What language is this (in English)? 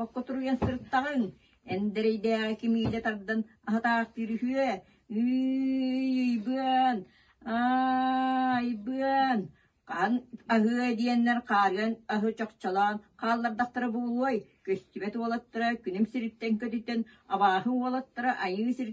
Yakut